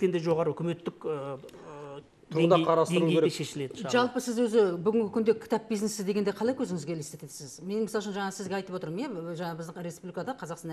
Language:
Kazakh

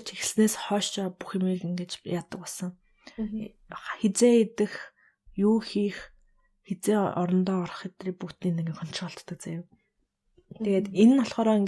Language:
Mongolian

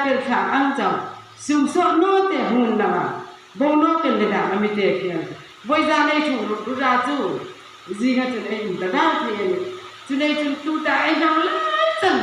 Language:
Hmar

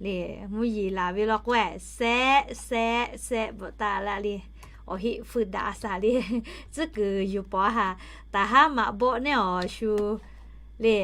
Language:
Lahu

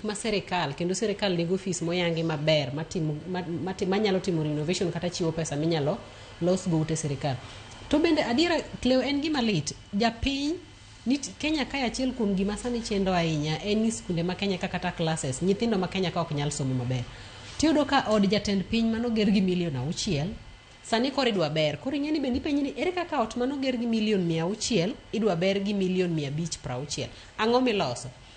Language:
Luo (Kenya and Tanzania)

